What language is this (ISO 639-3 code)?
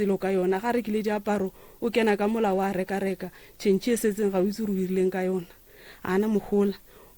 nso